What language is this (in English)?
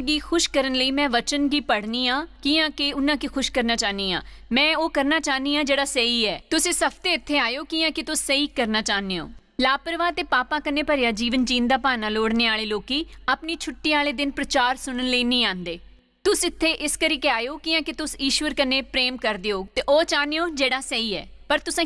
Dogri